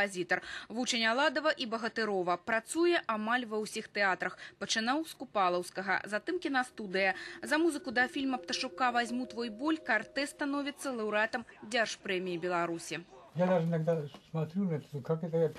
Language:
Belarusian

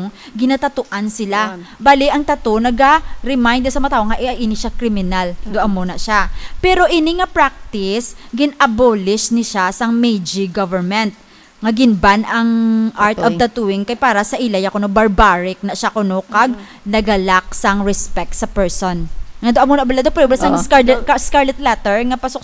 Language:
Hiligaynon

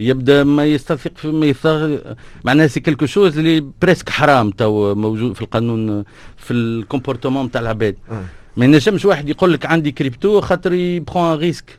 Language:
Tunisian Arabic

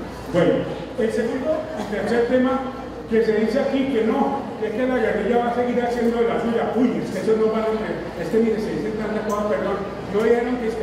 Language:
Spanish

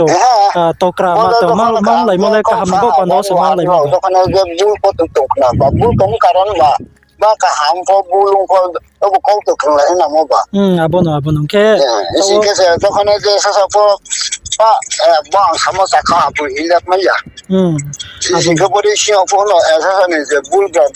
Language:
Riang (India)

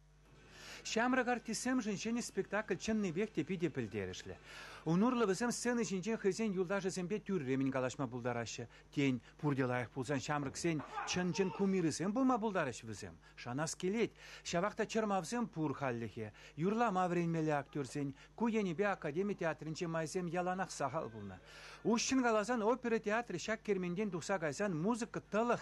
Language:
Chuvash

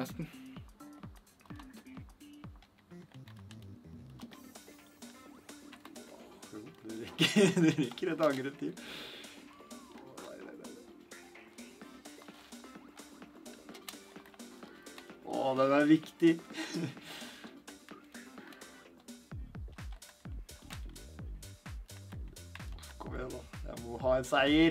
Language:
Norwegian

